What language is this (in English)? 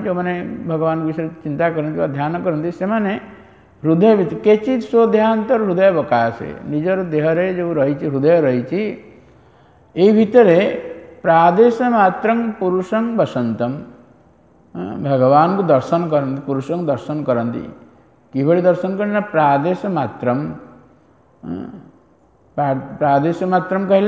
Odia